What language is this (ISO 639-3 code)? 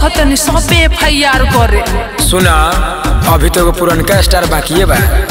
bho